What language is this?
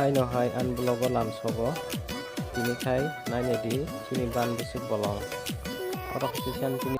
Kok Borok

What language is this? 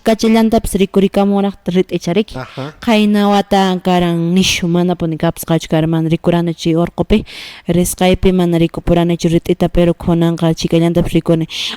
Quechua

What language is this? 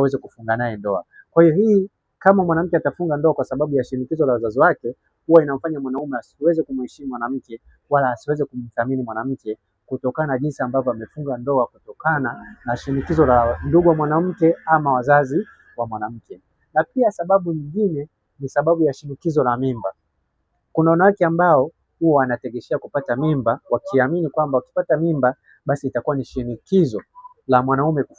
Swahili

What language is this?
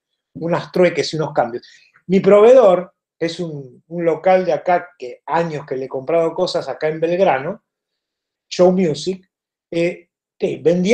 Spanish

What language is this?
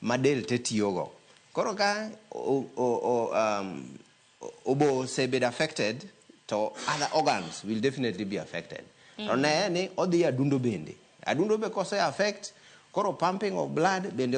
Luo (Kenya and Tanzania)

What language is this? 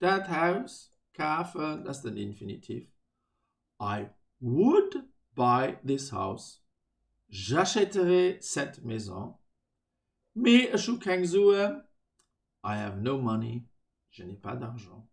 Luxembourgish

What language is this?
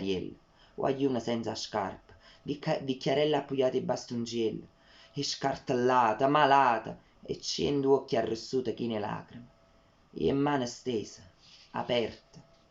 Neapolitan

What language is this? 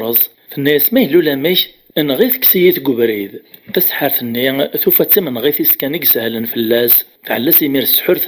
Kabyle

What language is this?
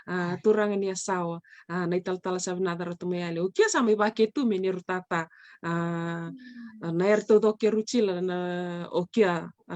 Fijian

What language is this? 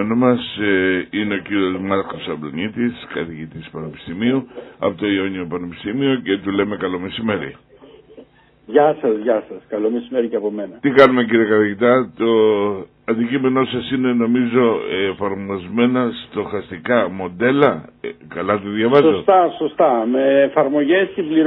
Greek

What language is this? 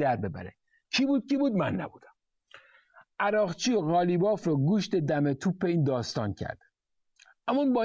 Persian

